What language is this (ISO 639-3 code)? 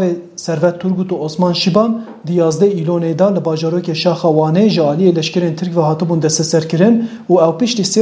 kur